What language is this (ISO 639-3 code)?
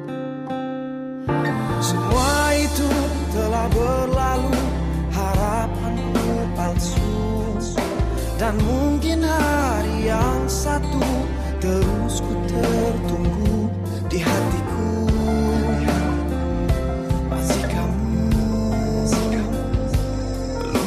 msa